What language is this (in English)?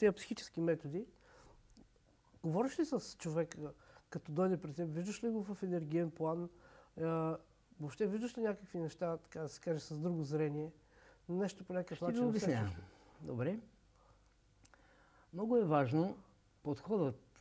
Bulgarian